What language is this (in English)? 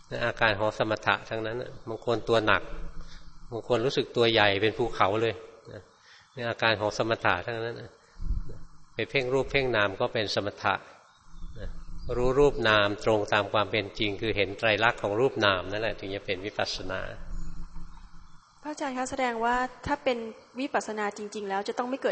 Thai